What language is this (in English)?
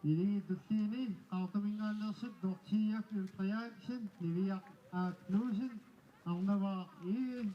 Kalaallisut